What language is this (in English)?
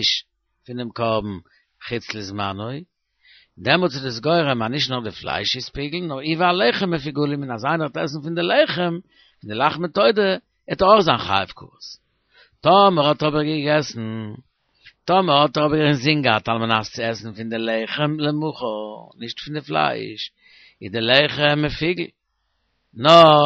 Yiddish